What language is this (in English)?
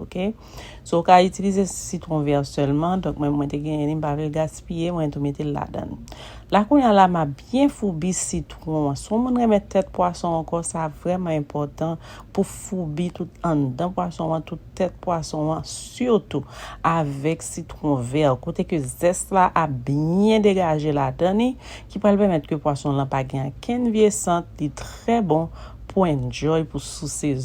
Haitian Creole